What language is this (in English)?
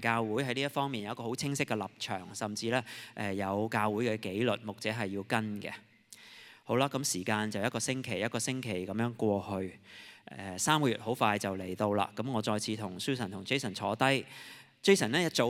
Cantonese